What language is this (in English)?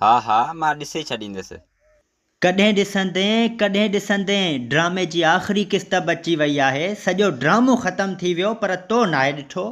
Sindhi